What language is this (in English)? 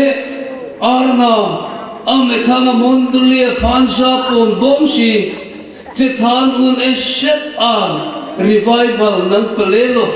Karbi